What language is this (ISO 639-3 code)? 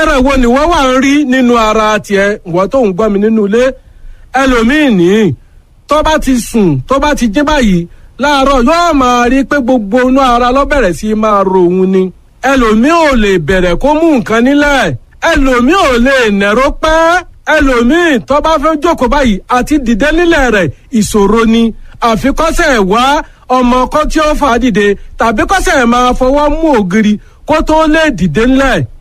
yor